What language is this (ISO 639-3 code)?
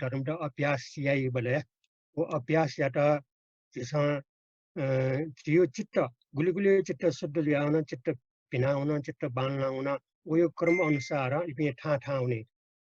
new